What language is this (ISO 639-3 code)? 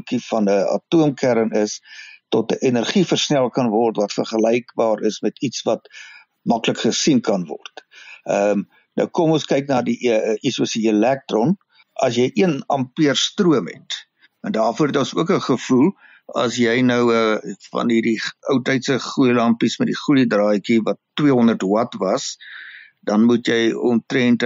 afr